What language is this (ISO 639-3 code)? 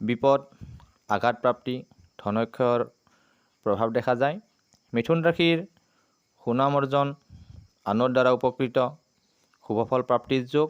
asm